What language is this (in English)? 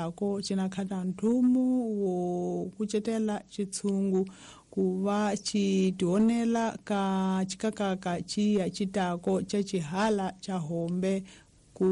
Tsonga